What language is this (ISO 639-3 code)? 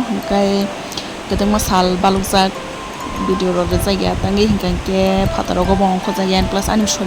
trp